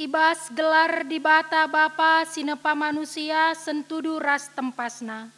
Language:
Batak Karo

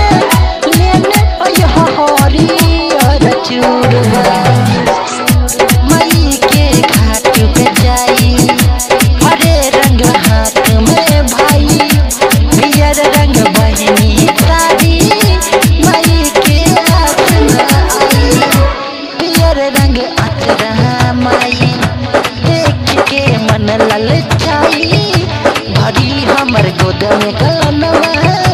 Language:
Bhojpuri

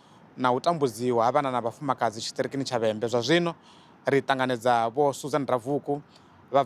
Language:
Venda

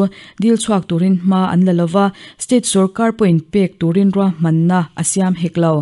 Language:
Mizo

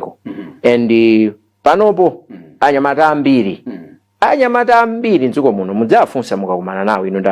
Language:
Nyanja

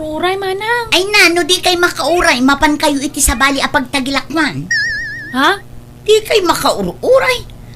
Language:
Iloko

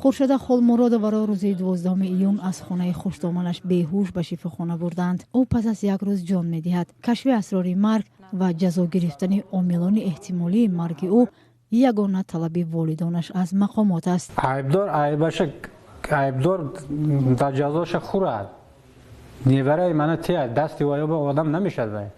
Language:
Tajik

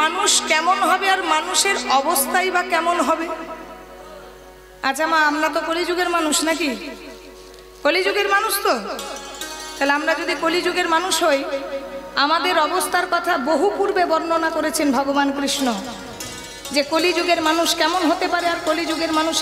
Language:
Bangla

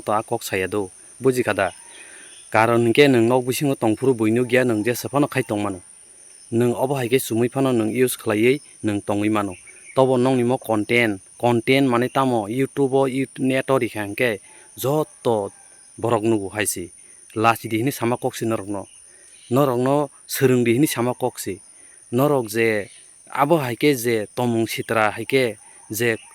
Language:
Kok Borok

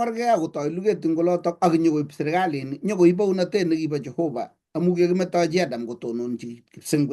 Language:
Kalenjin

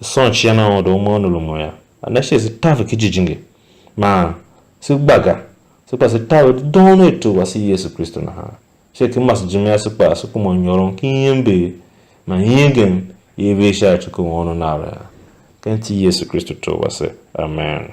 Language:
Tiv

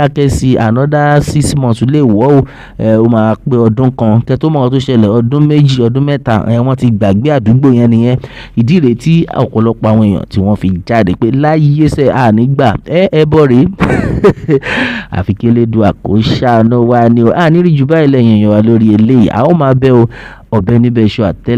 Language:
Yoruba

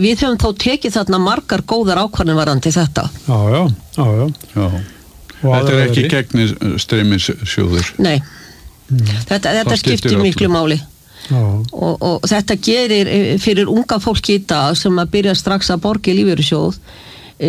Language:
Icelandic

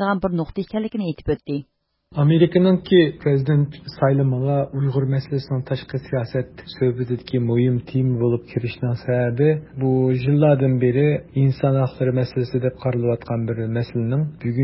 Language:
Uyghur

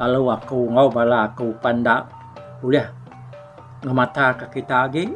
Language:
Iban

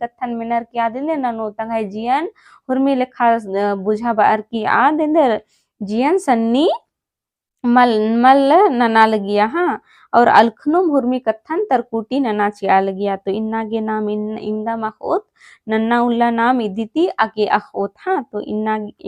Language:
Kurukh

